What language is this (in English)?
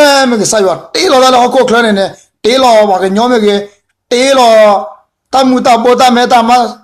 S'gaw Karen